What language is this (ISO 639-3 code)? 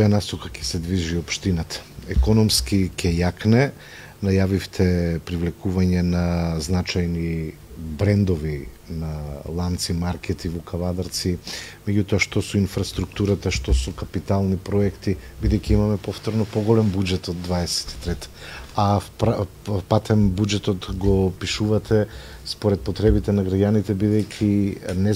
mkd